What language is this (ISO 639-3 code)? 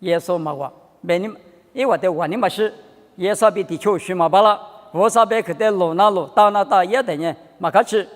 lis